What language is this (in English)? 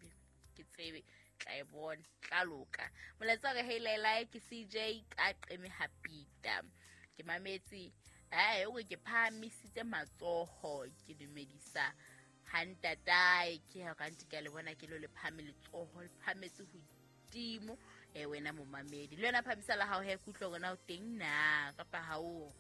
Southern Sotho